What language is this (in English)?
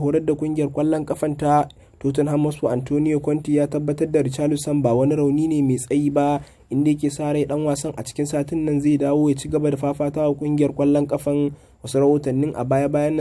Hausa